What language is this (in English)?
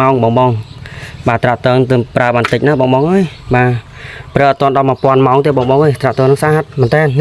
Khmer